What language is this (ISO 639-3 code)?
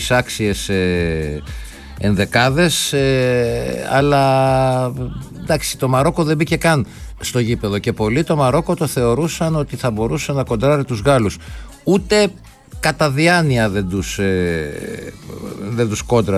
ell